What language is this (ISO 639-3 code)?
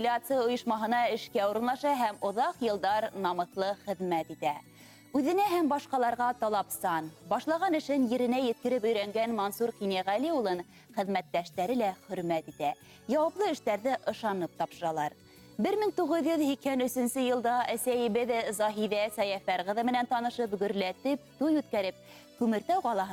bak